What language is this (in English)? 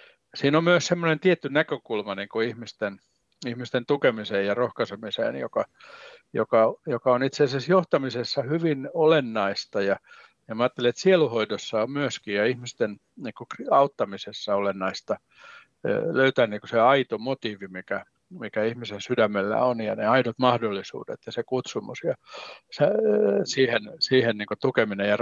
Finnish